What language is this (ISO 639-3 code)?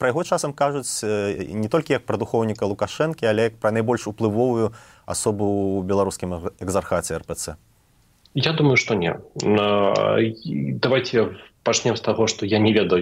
bel